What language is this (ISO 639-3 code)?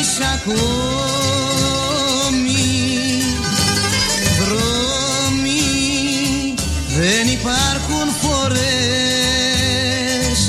ell